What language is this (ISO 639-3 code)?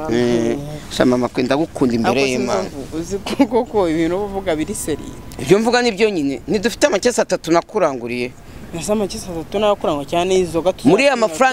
kin